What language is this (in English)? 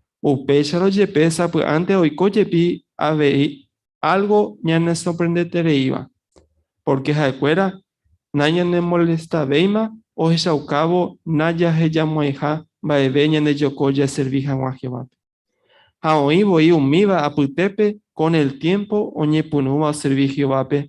Guarani